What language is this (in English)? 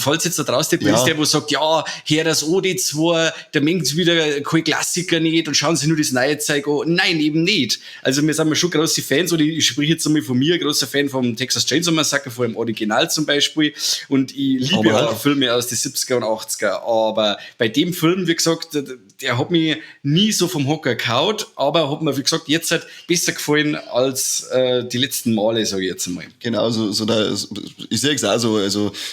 Bavarian